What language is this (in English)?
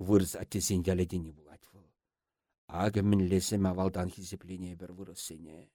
Chuvash